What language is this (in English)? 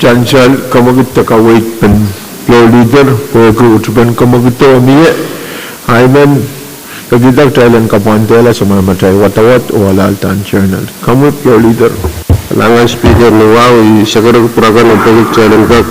Pohnpeian